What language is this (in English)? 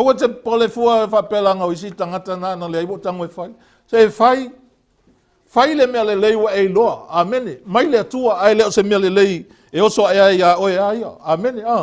Samoan